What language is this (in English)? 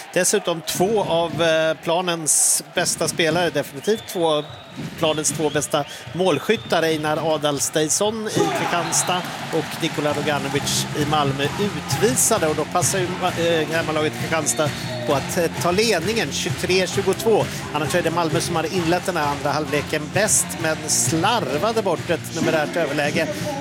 Swedish